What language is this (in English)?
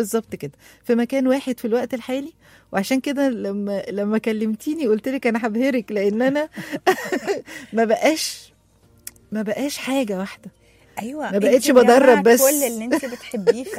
Egyptian Arabic